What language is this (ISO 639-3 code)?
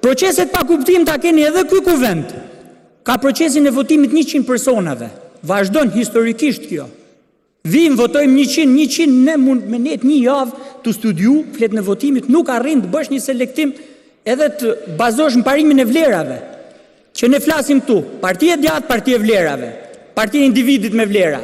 sqi